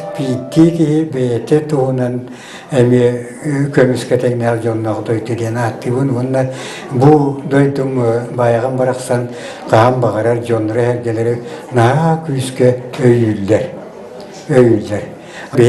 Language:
Yakut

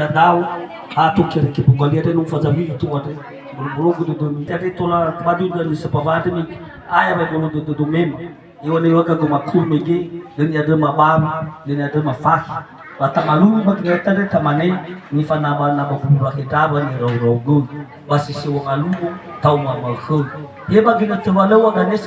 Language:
Nias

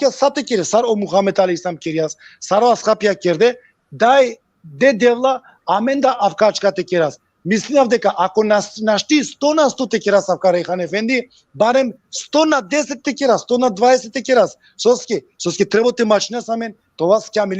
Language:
Balkan Romani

